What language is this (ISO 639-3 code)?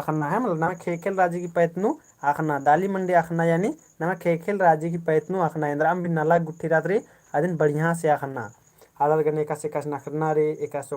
kru